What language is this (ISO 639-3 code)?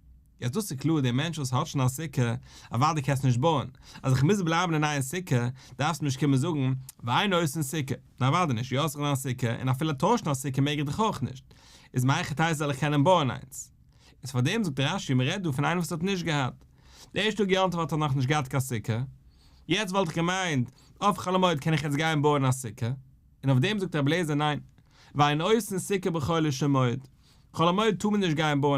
yid